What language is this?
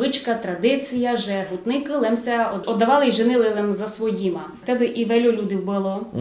Rusyn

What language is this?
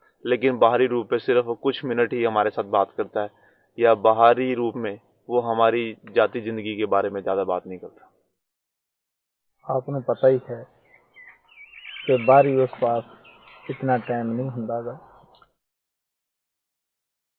Punjabi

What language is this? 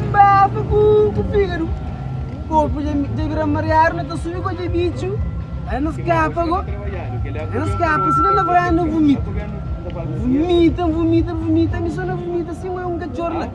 Kabuverdianu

